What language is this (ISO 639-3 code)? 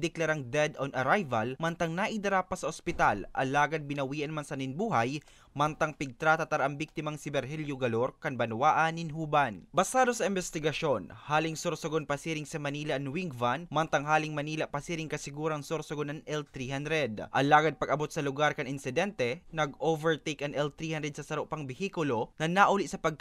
bik